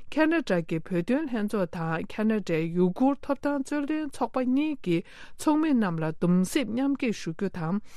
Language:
Tibetan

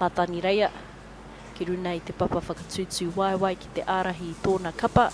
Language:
Māori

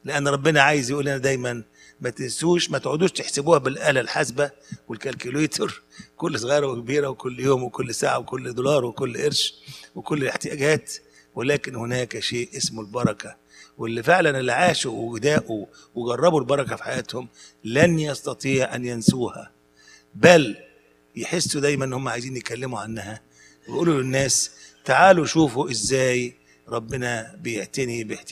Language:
Egyptian Arabic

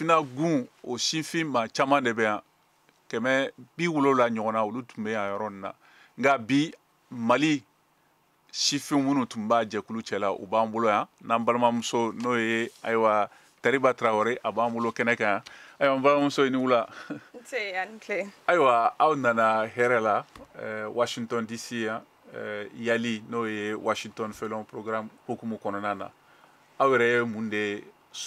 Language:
Bambara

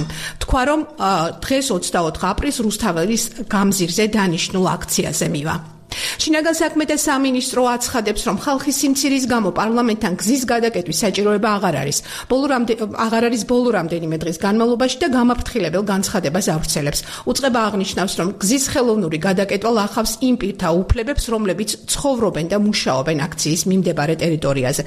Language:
Georgian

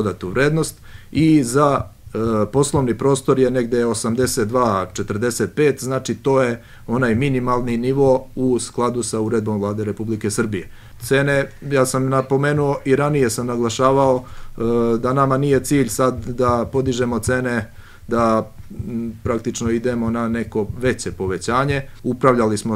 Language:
Serbian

